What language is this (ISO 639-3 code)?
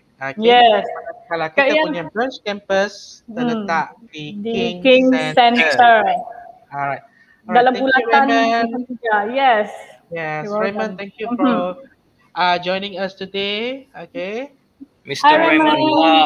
msa